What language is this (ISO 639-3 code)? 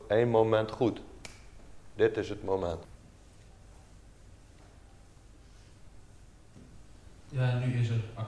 nld